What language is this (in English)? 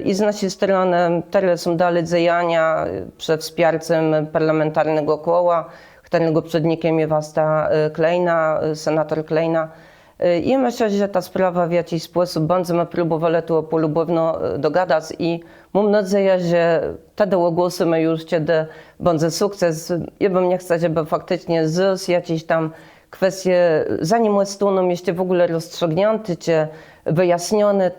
Kashubian